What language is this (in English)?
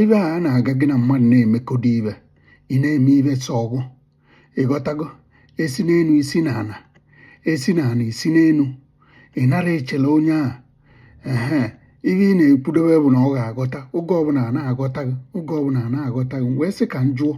Igbo